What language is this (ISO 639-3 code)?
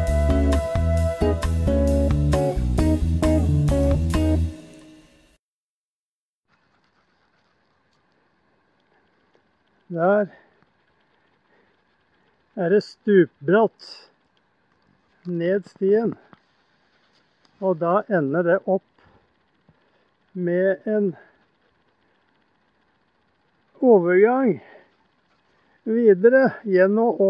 nor